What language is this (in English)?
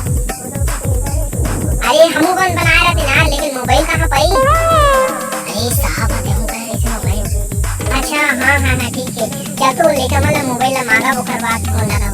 Chhattisgarhi